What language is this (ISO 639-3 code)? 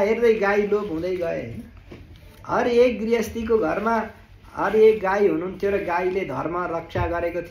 nep